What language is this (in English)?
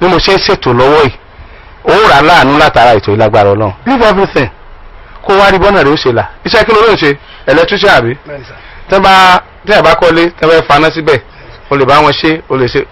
Yoruba